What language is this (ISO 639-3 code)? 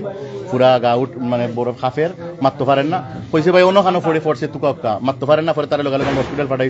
syl